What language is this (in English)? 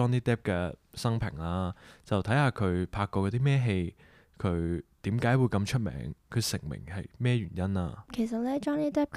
Cantonese